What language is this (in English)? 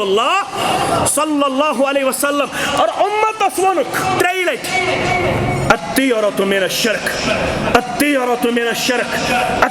Kashmiri